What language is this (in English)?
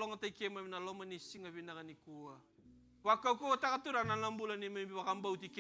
Fijian